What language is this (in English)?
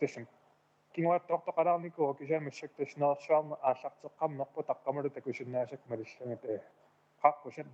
Kalaallisut